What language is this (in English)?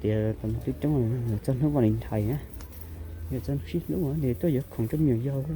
Hmong